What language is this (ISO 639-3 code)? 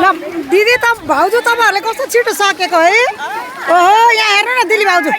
nep